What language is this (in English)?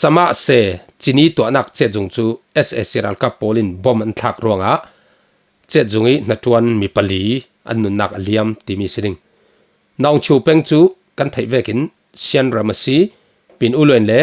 Falam Chin